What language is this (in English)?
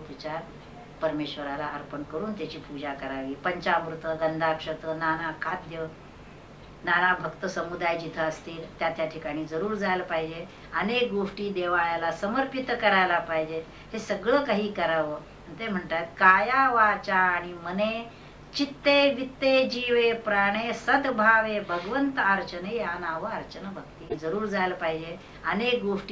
Marathi